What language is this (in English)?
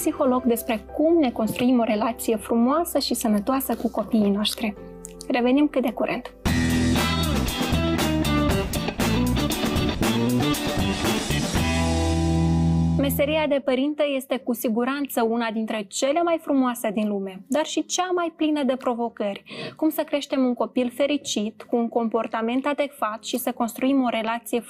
Romanian